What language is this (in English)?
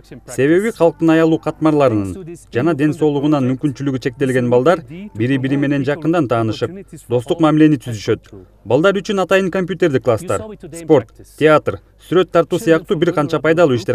Kyrgyz